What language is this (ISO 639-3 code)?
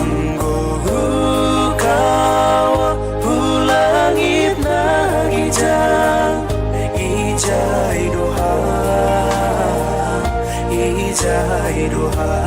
bts